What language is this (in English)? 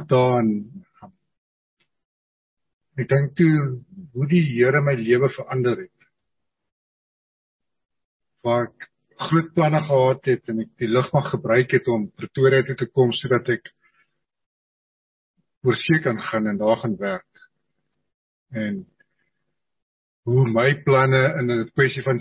Afrikaans